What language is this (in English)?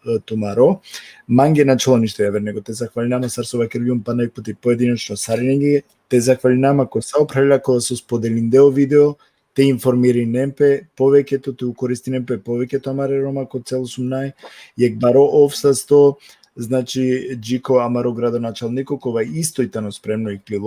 Balkan Romani